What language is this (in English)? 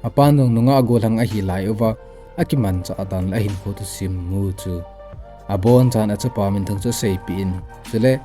Thado Chin